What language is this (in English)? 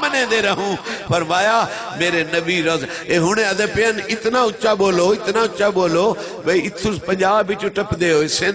Saraiki